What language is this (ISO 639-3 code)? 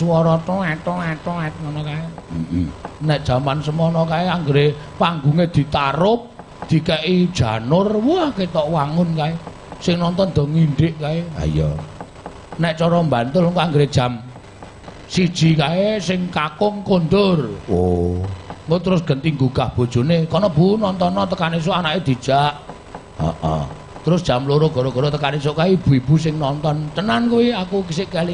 jav